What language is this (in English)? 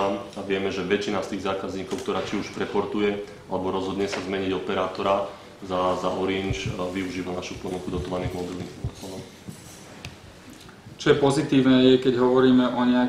Slovak